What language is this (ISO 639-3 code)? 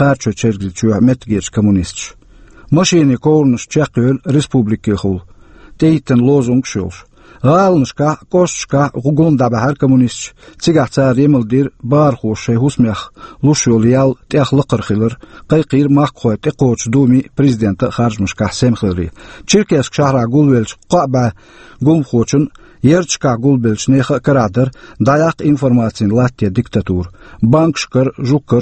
che